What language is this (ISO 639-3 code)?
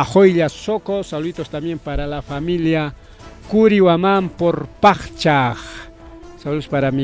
quy